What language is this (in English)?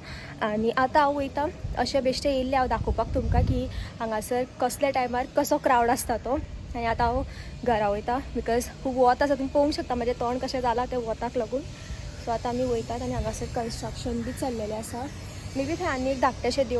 Konkani